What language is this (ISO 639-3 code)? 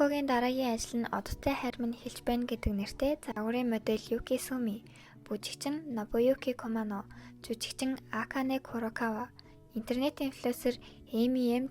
mon